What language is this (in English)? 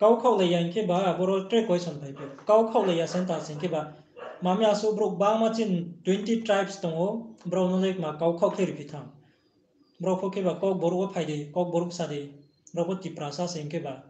Riang (India)